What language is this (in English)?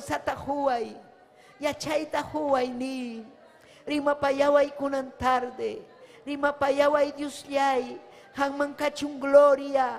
Ayacucho Quechua